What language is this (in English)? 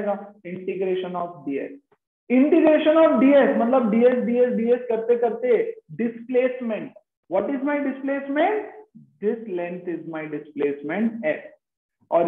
Hindi